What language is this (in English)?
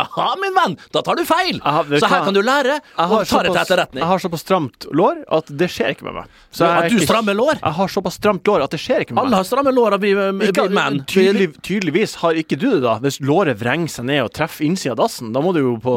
Norwegian